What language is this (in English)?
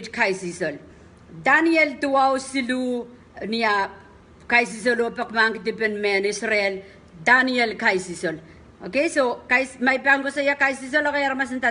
Pohnpeian